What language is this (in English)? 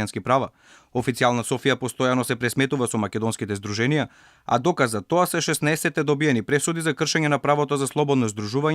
Macedonian